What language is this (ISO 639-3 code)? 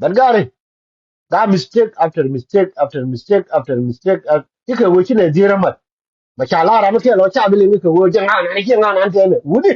nus